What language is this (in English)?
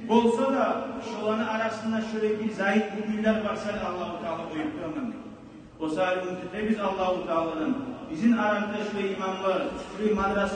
Kumyk